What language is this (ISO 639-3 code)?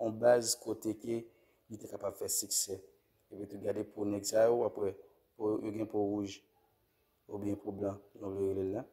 hat